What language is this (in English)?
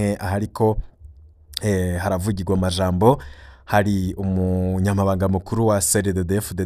Rundi